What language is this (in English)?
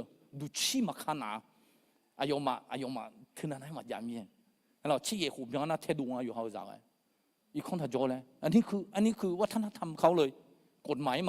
Akha